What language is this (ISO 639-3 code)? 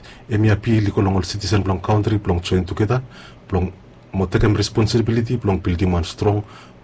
bis